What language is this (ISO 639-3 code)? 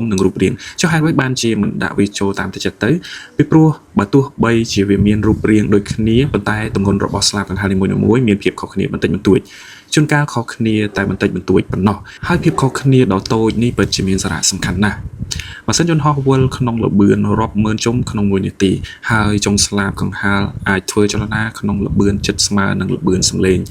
khm